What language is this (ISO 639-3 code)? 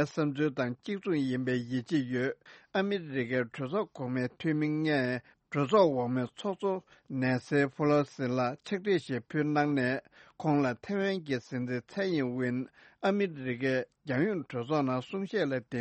bod